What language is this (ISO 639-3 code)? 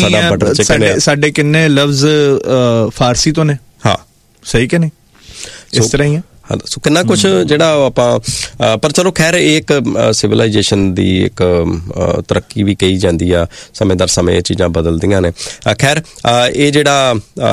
pan